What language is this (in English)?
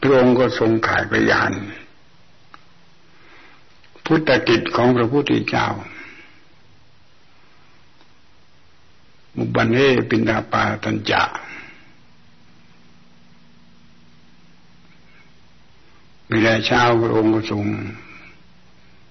Thai